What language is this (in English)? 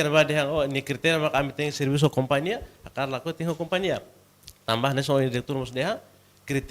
Tetum